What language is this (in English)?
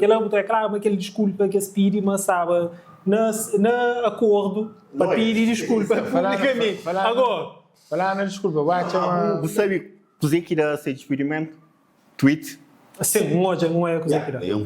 Kabuverdianu